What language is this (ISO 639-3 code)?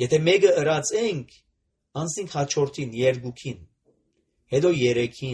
hye